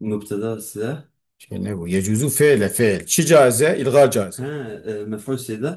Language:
Kurdish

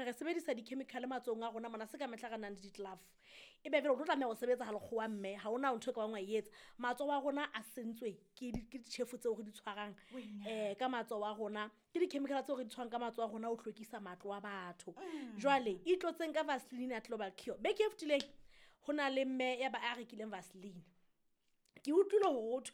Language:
Southern Sotho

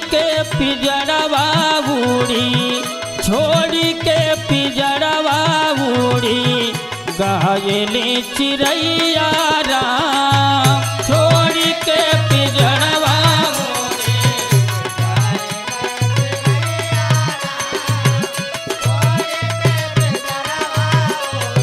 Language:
Bhojpuri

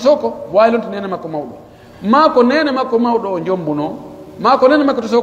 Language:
Pular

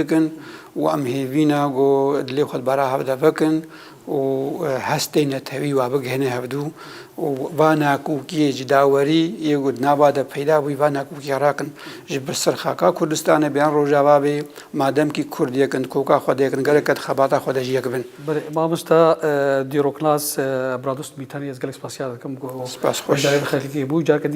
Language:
Kurdish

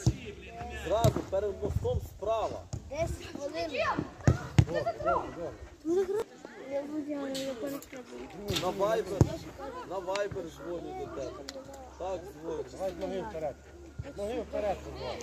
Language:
Ukrainian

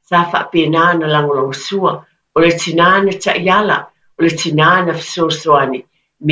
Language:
Samoan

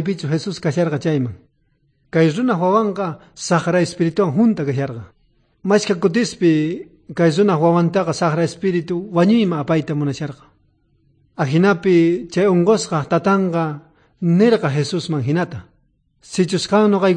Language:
South Bolivian Quechua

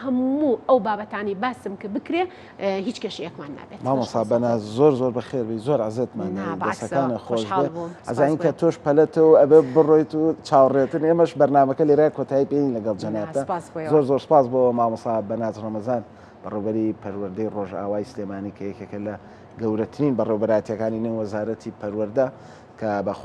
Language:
Central Kurdish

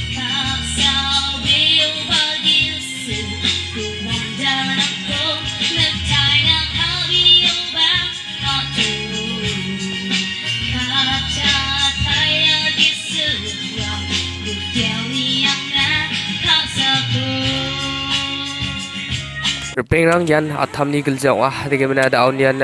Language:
Garo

